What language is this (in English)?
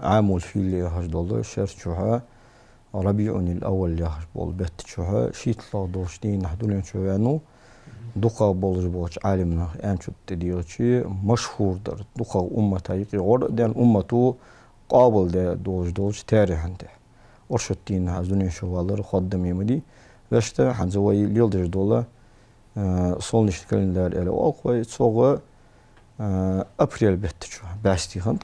Ingush